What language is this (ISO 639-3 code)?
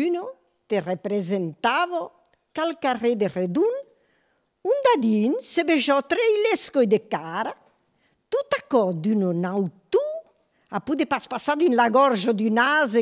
oci